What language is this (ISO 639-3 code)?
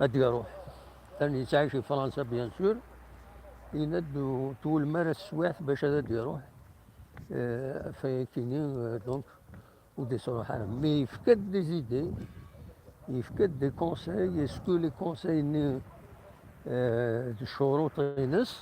kab